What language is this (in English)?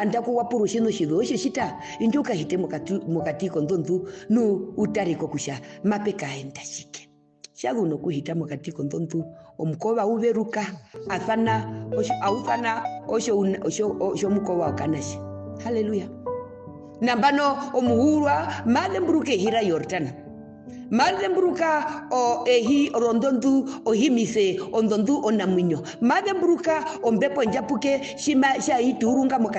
Herero